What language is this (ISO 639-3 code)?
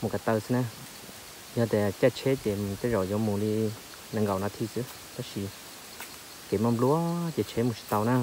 hmn